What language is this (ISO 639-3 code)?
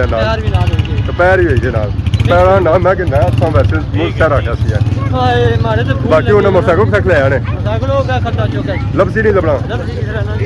phr